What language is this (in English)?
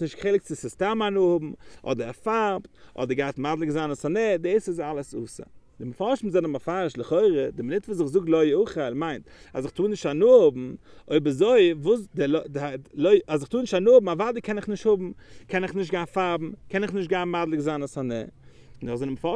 Yiddish